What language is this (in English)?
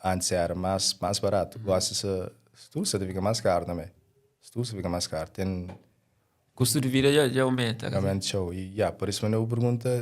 Kabuverdianu